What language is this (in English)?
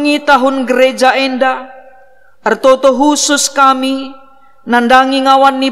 Batak Karo